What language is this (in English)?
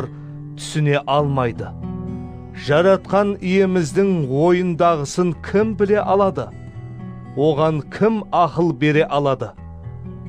Kara-Kalpak